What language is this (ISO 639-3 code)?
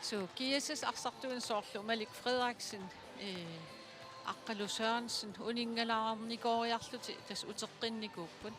kal